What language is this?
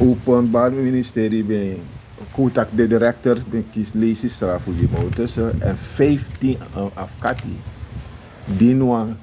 Sranan Tongo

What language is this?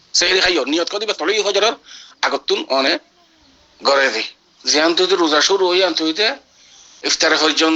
Rohingya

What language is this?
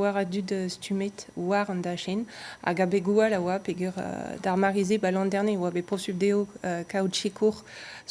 Breton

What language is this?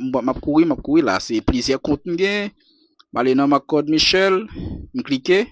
Haitian Creole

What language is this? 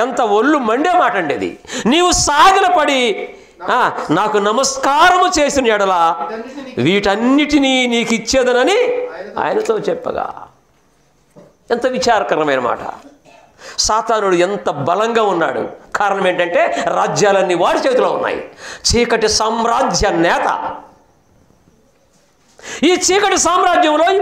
Telugu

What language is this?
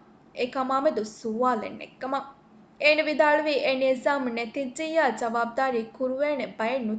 Divehi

